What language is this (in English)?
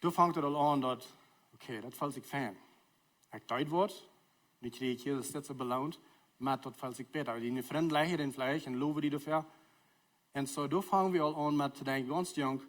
Plautdietsch